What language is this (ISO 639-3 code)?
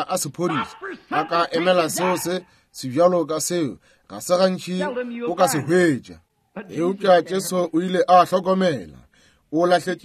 nso